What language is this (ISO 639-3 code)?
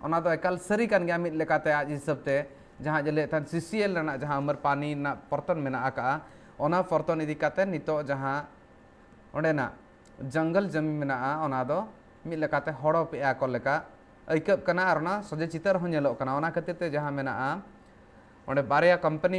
sat